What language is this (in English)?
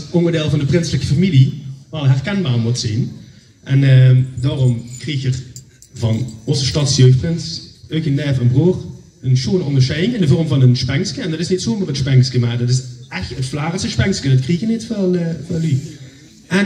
Limburgish